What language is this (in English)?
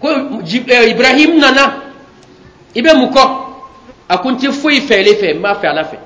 Bambara